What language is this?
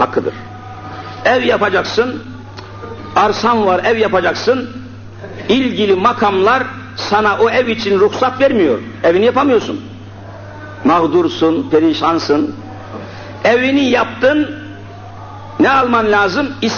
Turkish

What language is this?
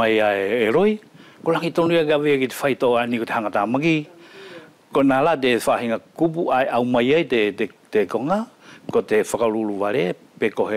Wallisian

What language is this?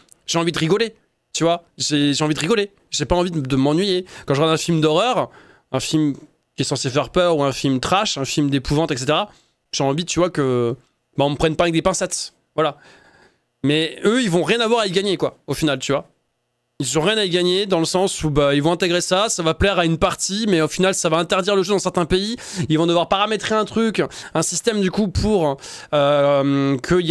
French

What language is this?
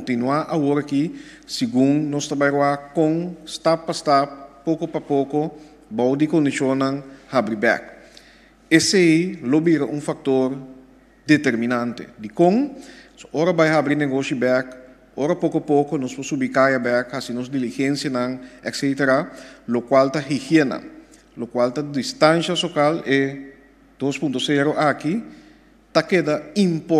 Papiamento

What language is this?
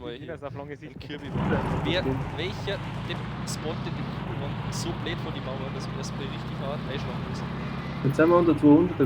Bavarian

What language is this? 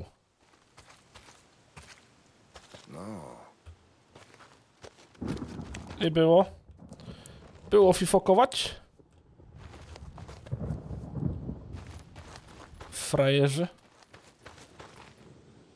Polish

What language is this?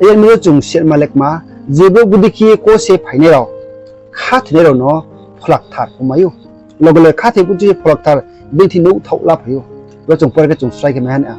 Riang (India)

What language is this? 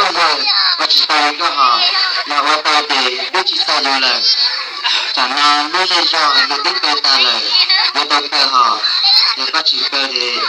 Hmong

